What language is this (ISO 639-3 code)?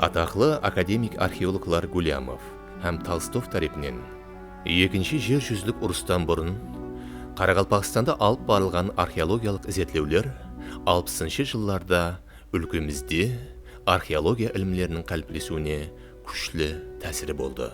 kaa